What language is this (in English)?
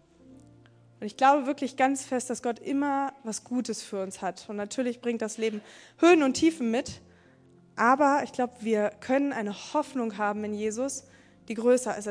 German